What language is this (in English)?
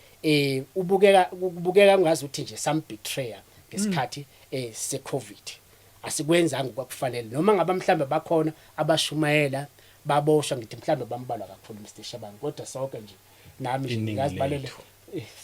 Zulu